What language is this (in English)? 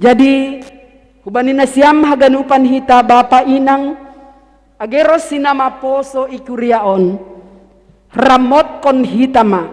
Batak Simalungun